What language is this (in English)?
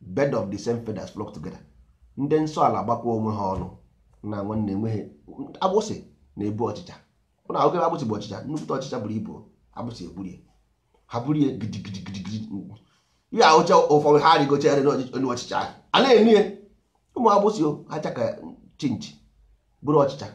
Igbo